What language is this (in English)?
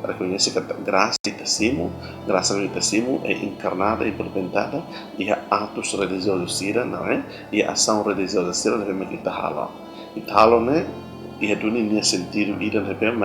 Tetum